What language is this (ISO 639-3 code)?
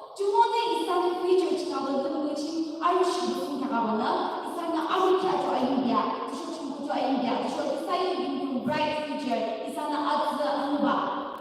yim